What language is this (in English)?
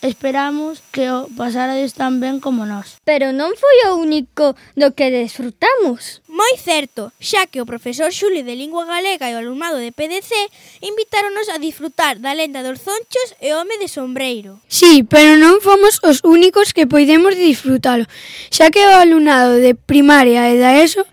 Galician